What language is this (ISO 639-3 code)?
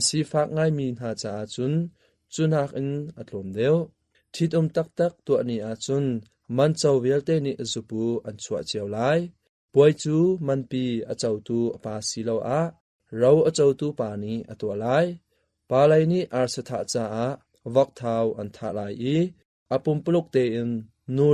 cnh